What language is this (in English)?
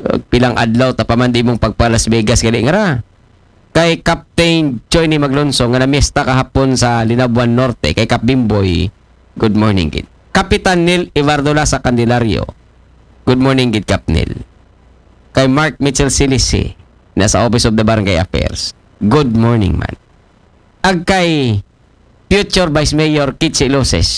Aklanon